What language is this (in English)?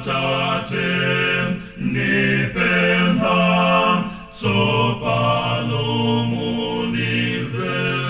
Nyanja